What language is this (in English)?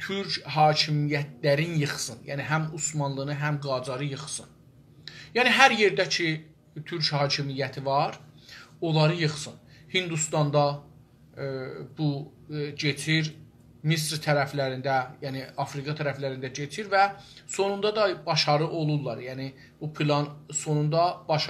South Azerbaijani